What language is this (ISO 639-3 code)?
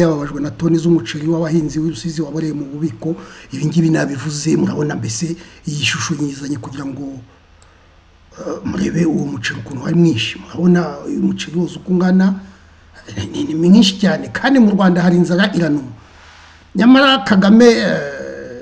kin